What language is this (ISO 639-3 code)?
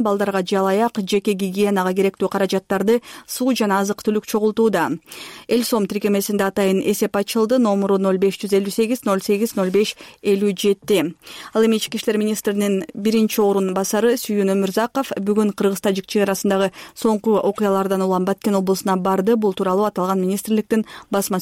kir